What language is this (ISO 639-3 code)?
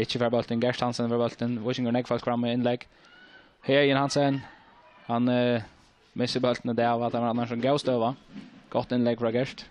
fao